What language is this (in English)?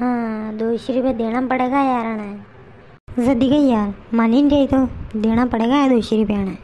Rajasthani